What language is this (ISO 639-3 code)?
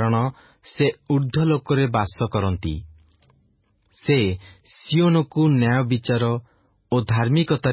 ori